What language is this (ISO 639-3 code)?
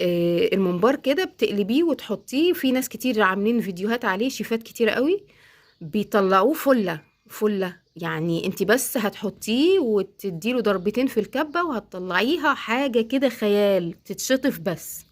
arz